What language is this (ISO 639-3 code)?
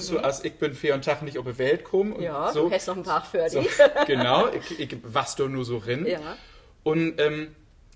nds